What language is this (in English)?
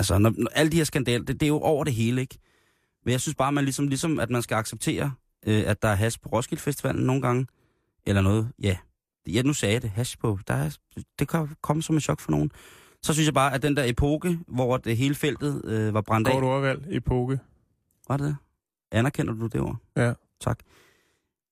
Danish